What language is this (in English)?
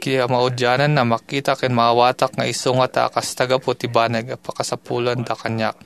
Iloko